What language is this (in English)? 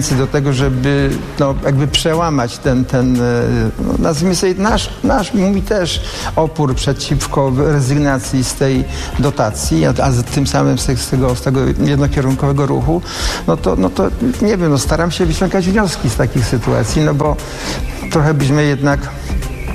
Polish